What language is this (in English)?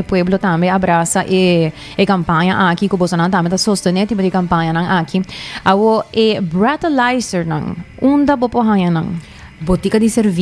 Papiamento